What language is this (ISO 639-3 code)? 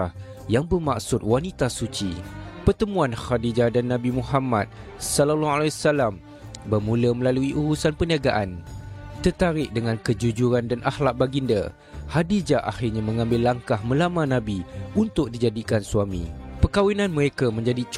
msa